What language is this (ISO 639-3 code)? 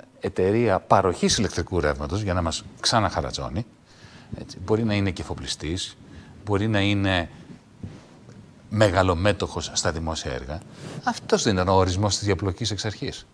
ell